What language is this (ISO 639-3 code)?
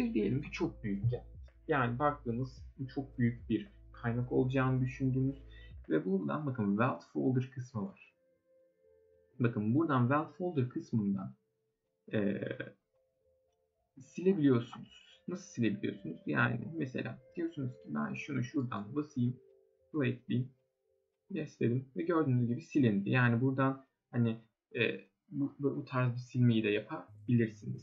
tur